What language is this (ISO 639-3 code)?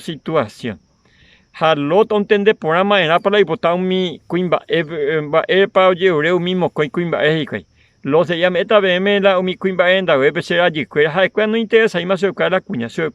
grn